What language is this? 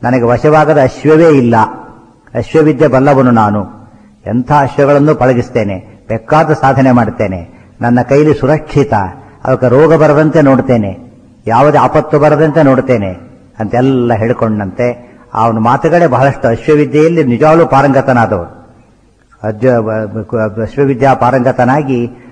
Kannada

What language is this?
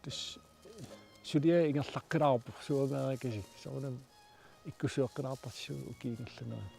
Kalaallisut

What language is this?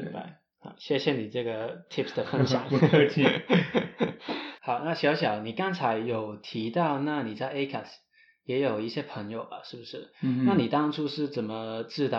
Chinese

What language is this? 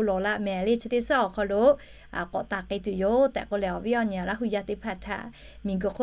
Lahu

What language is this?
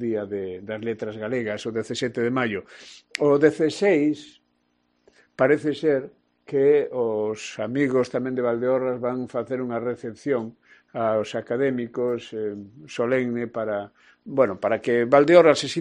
Galician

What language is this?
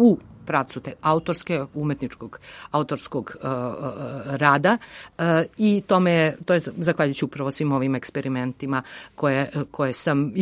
Serbian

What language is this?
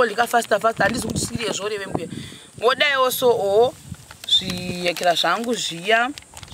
Shona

